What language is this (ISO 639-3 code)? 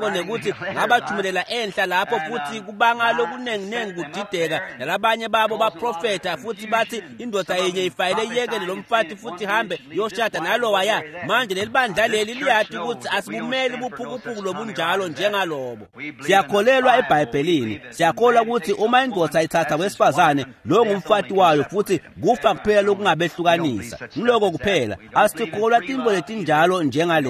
ssw